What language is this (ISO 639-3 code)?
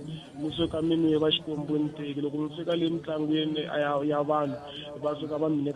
tso